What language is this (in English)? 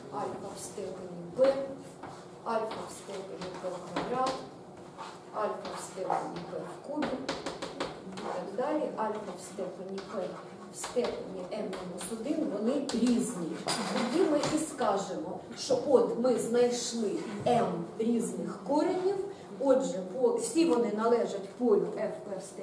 Ukrainian